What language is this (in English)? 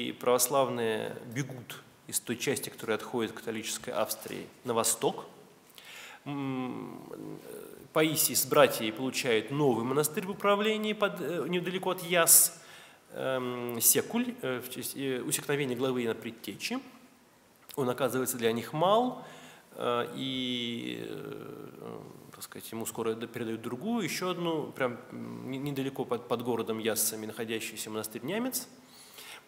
Russian